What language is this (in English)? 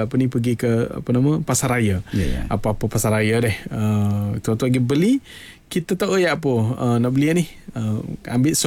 Malay